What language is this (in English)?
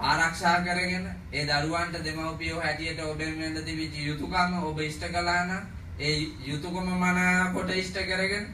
Sinhala